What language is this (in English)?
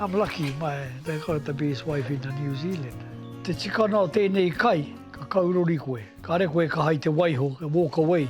Māori